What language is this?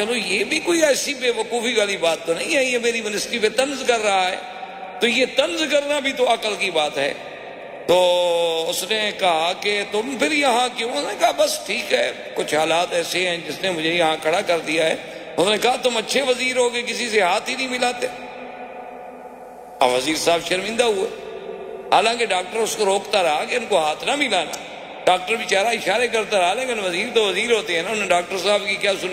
Urdu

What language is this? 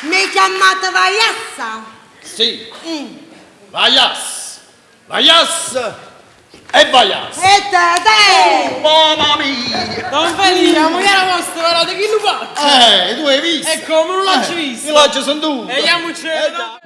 Neapolitan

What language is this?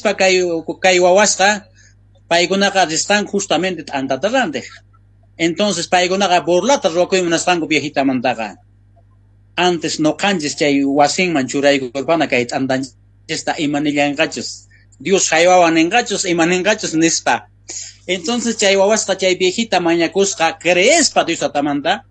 South Bolivian Quechua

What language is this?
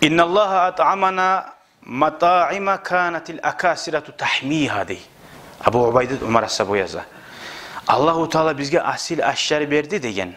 Kumyk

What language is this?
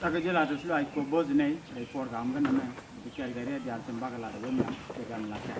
Nuer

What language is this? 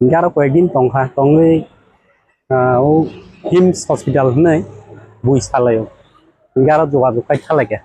Kok Borok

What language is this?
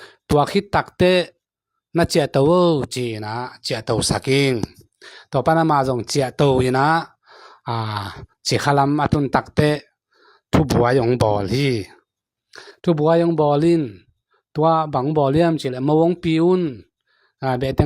Tedim Chin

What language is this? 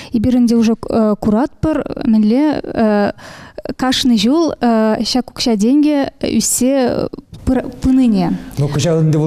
Chuvash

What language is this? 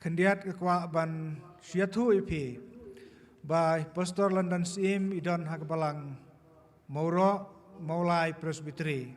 Khasi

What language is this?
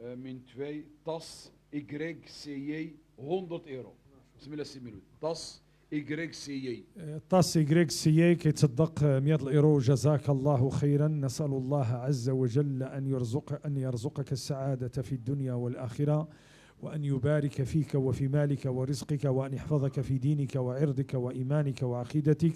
Moroccan Arabic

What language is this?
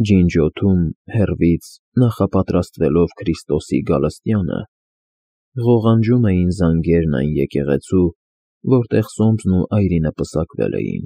Armenian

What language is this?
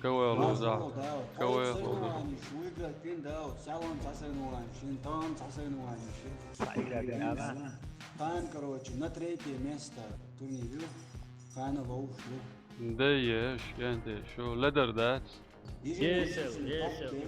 Chechen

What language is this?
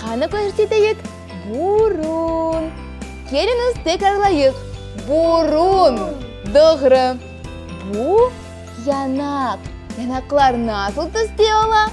Crimean Tatar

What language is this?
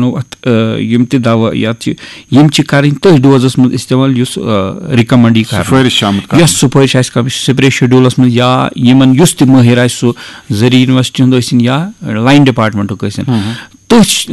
Kashmiri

